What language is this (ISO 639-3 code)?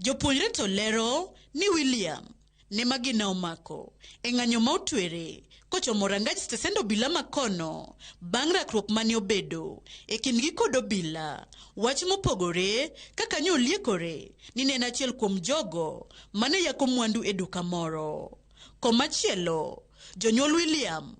luo